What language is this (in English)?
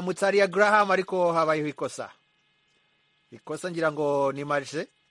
Kinyarwanda